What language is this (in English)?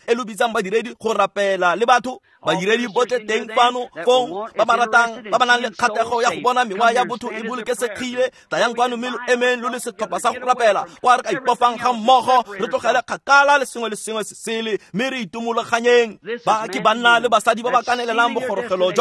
Tswana